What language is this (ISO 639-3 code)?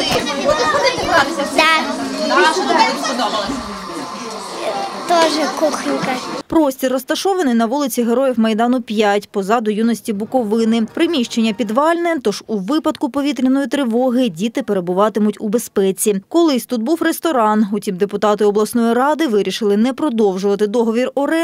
ukr